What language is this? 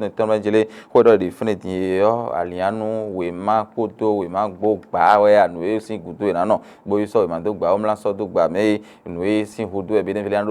Fon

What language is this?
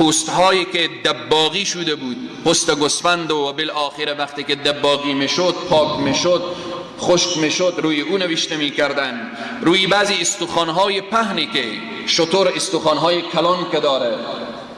Persian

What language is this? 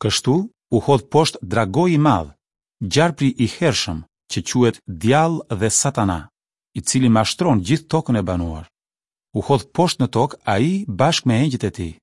Albanian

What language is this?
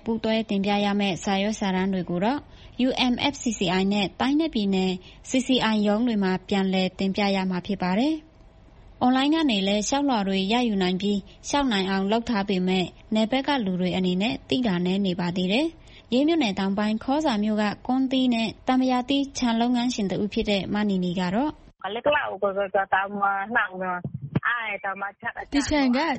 Burmese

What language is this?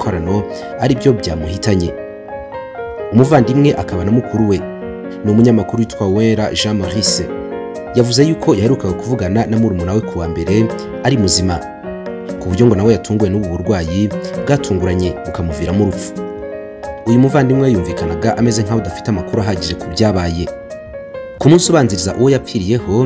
Kinyarwanda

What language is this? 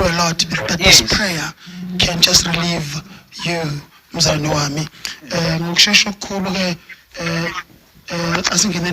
Zulu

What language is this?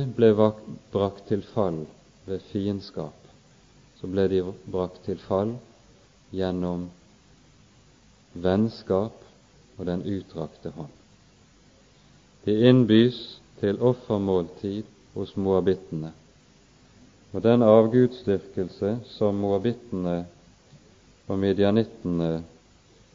Norwegian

